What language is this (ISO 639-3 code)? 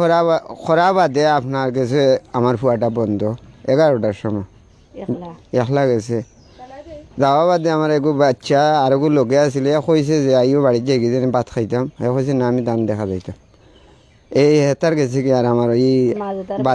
syl